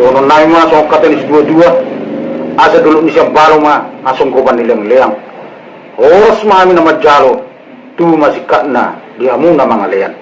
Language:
Batak Toba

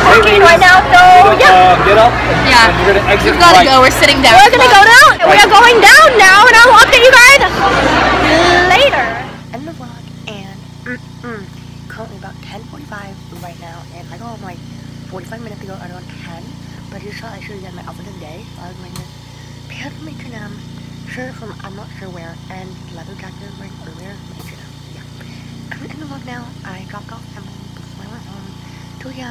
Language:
English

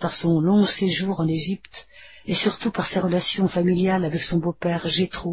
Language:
French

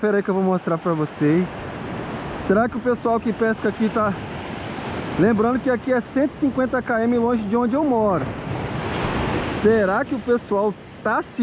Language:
Portuguese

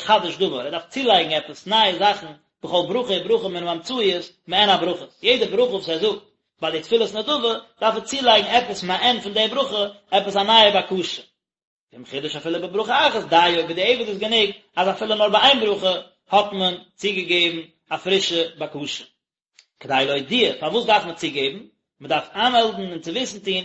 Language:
Yiddish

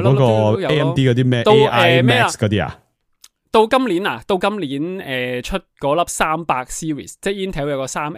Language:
Cantonese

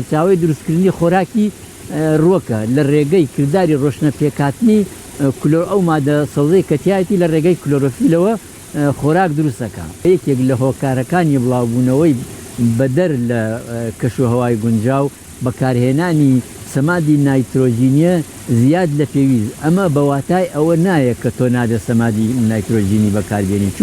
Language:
Central Kurdish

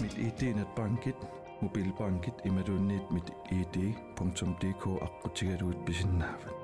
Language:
Kalaallisut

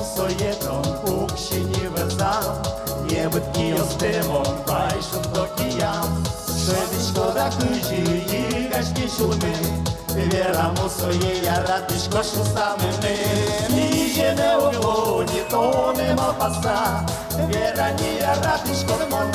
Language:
Udmurt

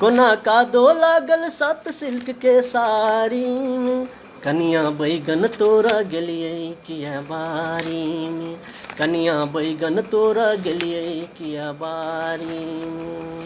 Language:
Maithili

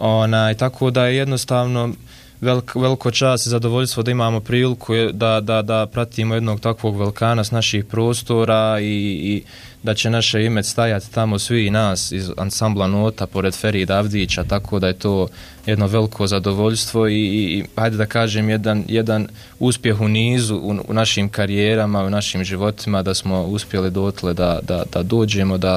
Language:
Bosnian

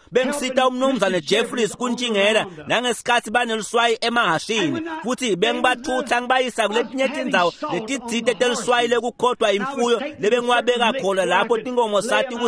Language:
Swati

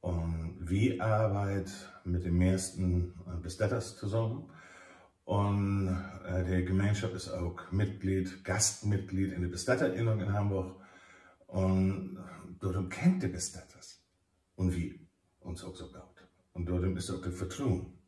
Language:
Low German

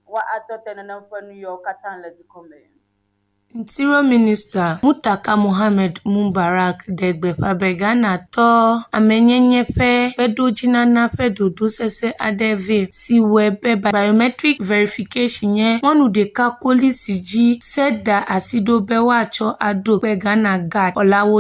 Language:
Ewe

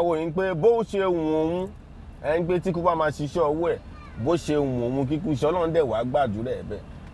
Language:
Yoruba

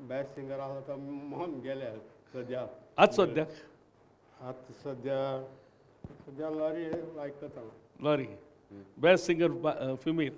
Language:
Konkani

